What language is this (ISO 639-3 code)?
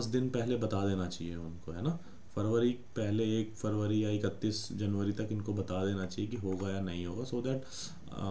hin